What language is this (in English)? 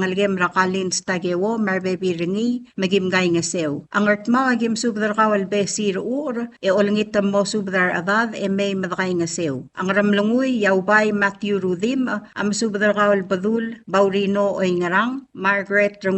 Palauan